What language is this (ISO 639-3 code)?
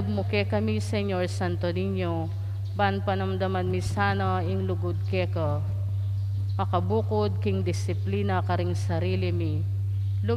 pam